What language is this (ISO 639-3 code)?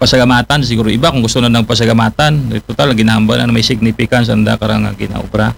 akl